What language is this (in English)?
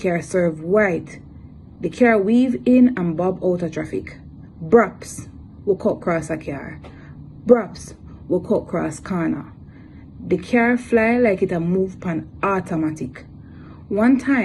Jamaican Creole English